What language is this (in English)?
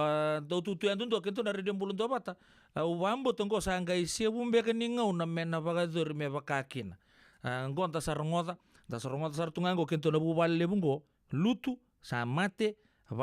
Fijian